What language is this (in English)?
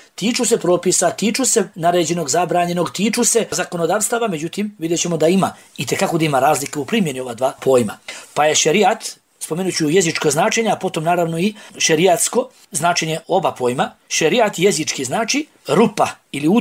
Bosnian